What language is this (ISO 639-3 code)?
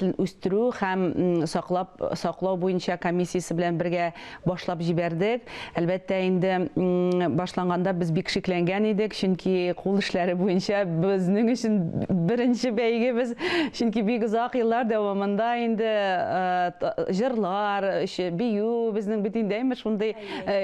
tat